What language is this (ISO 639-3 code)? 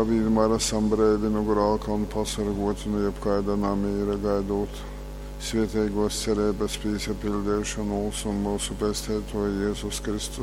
ltg